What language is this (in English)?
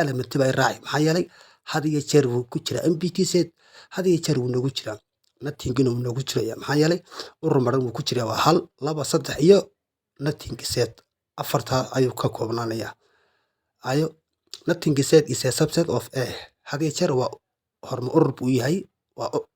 Somali